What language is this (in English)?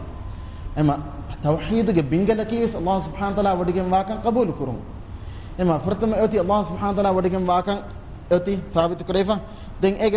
Divehi